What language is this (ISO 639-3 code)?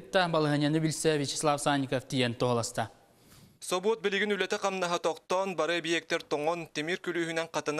sah